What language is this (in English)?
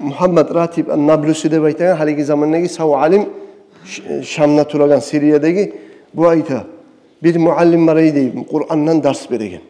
Kumyk